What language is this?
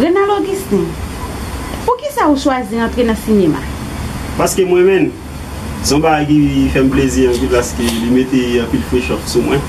Haitian Creole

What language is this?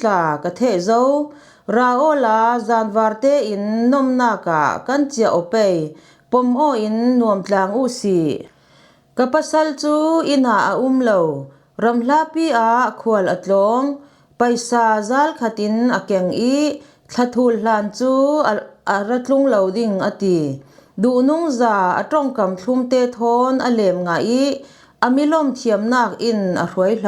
Falam Chin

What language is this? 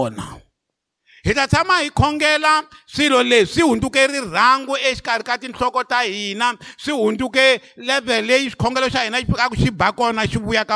Tsonga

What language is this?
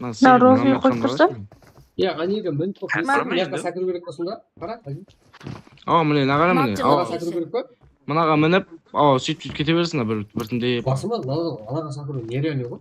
Kara-Kalpak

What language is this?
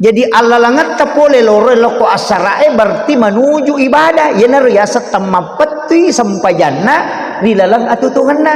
Buginese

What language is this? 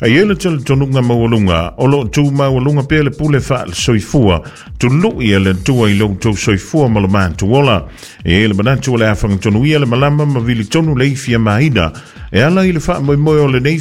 Samoan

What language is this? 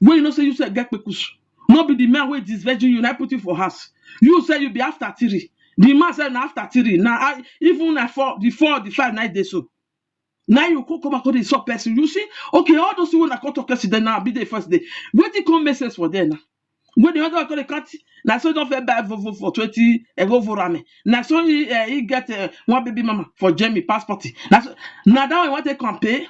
Nigerian Pidgin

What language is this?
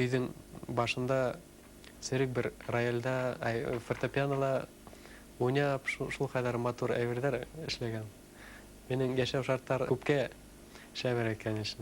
Bashkir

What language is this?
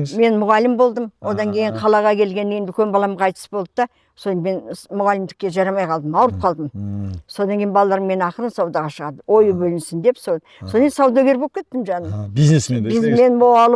Kazakh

